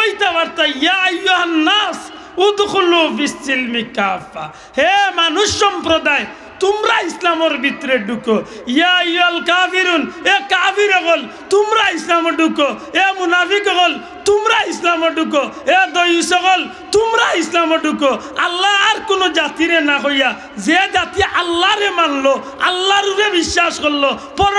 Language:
Sylheti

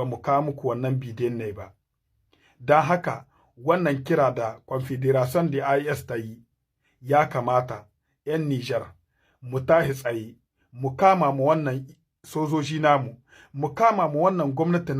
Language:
Hausa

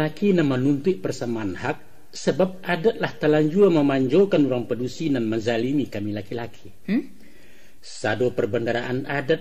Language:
Minangkabau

